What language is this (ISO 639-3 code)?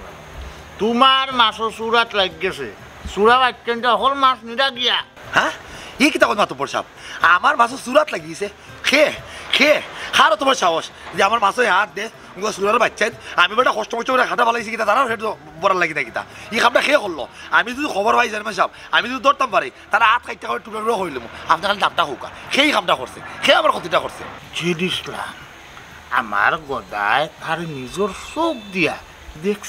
syl